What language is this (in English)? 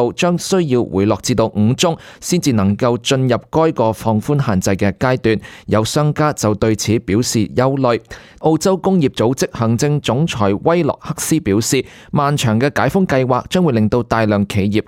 Cantonese